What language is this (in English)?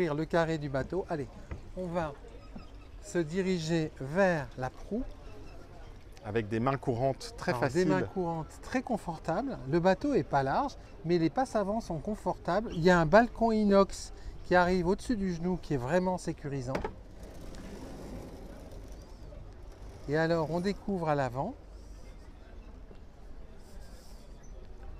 French